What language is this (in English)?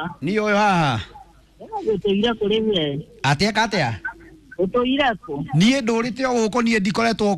Kikuyu